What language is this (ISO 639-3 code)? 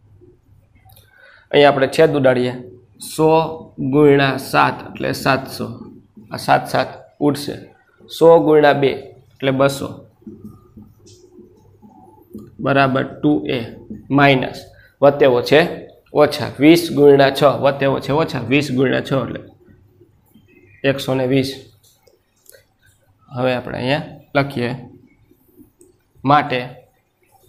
guj